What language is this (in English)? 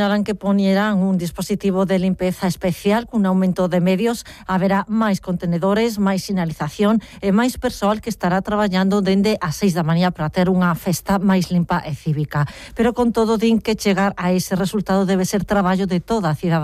Galician